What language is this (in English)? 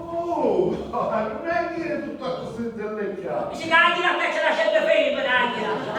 Sicilian